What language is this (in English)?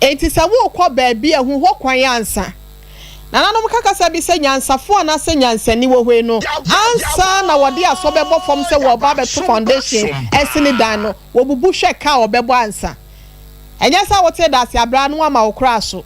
Akan